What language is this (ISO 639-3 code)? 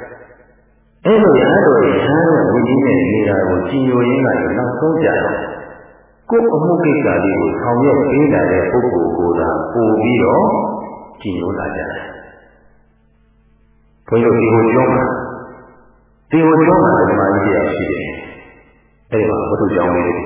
mya